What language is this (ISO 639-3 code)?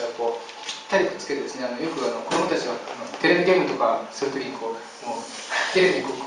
jpn